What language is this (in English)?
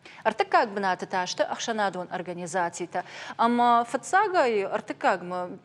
Ossetic